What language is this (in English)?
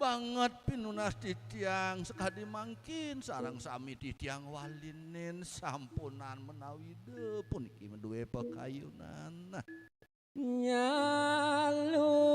Balinese